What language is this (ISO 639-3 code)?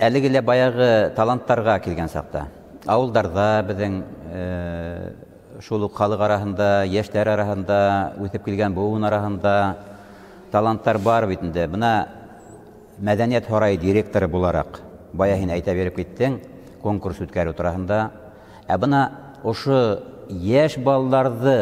bak